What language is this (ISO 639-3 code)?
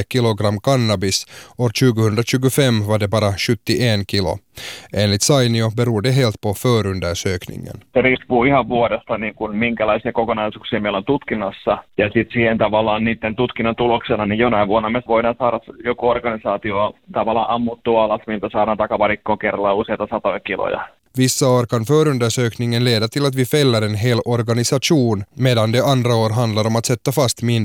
swe